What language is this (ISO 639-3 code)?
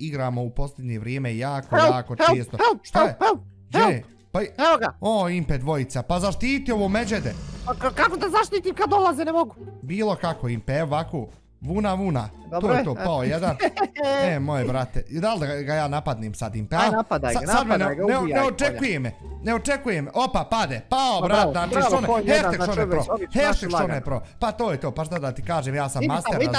bos